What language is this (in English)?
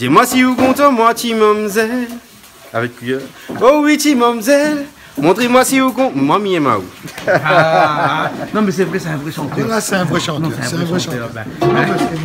Réunion Creole French